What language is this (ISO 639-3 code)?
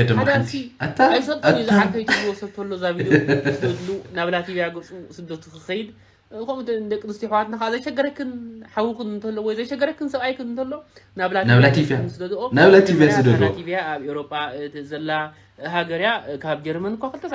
tir